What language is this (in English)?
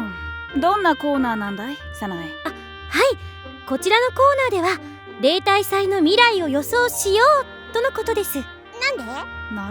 Japanese